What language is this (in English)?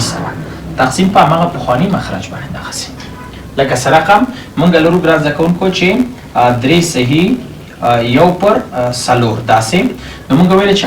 Pashto